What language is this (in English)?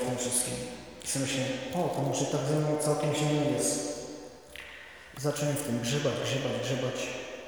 Polish